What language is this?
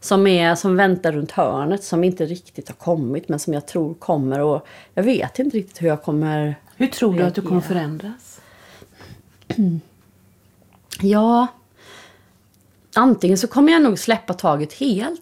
Swedish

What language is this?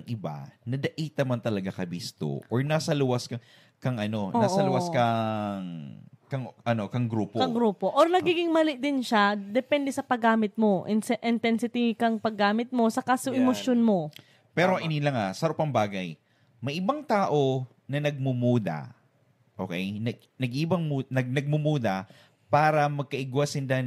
Bikol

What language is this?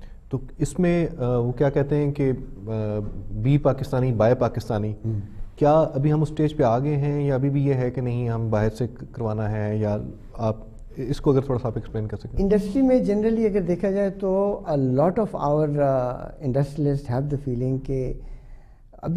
Urdu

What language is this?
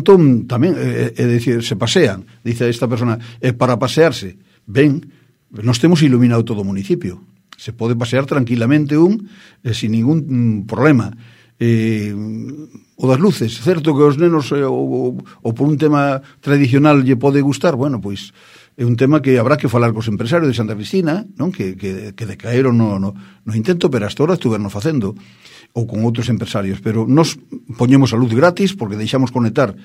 Galician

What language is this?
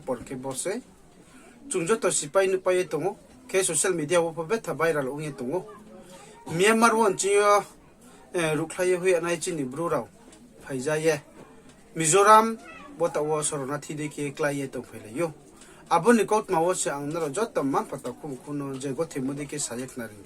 Riang (India)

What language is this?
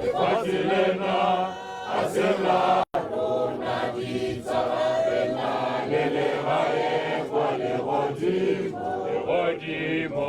Tswana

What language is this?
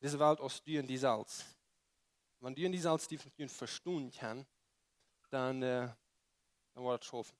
Plautdietsch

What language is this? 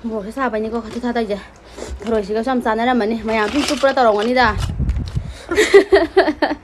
Manipuri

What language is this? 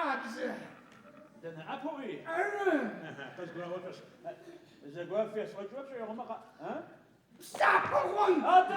Adyghe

